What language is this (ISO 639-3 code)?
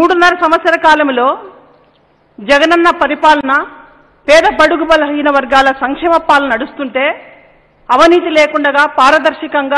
tel